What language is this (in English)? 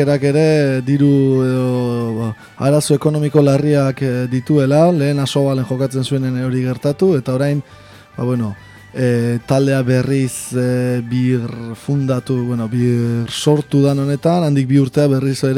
Basque